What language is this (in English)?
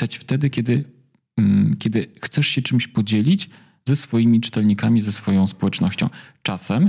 Polish